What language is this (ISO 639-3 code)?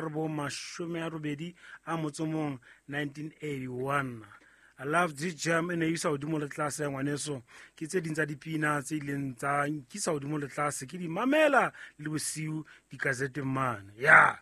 sot